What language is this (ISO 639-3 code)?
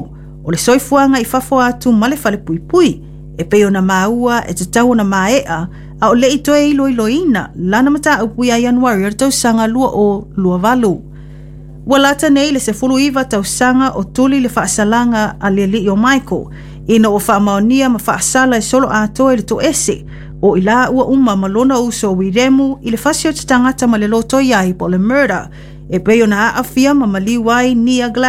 smo